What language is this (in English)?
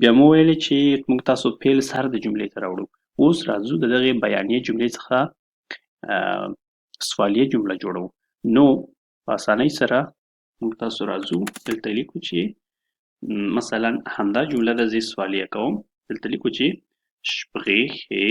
Pashto